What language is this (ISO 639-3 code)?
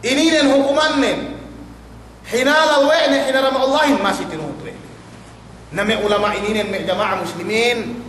yka